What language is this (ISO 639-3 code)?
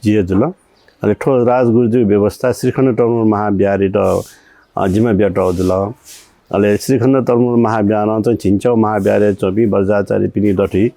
new